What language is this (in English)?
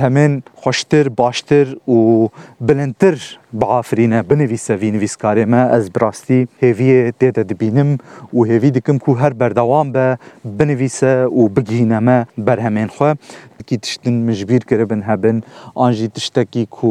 Kurdish